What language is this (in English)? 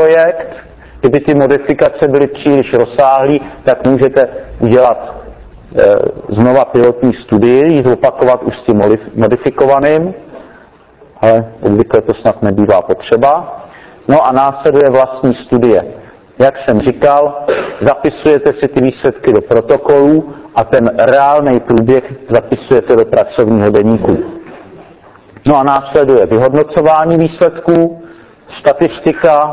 Czech